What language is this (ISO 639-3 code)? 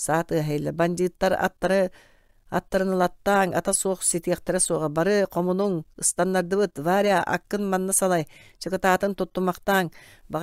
sah